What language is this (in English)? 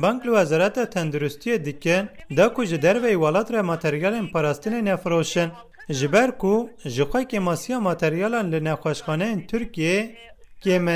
Kurdish